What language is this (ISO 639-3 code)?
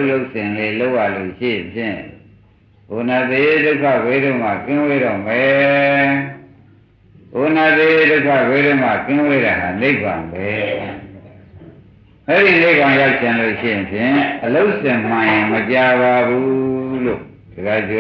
mya